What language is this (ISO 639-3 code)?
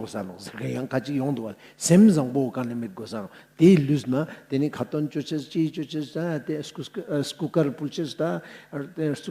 lbj